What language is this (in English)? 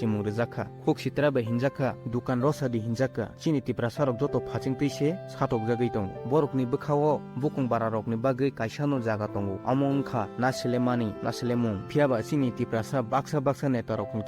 Kok Borok